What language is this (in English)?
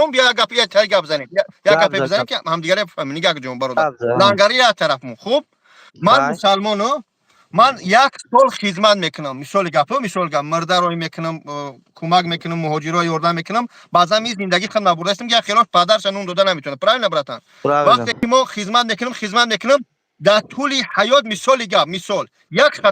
Tajik